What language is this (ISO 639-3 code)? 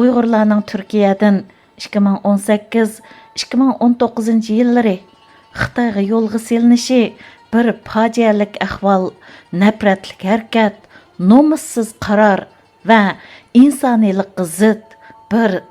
uig